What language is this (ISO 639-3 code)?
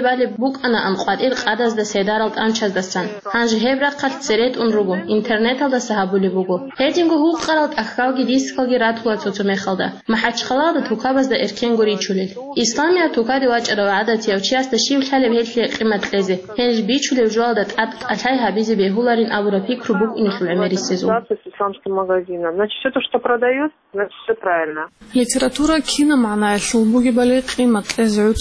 ava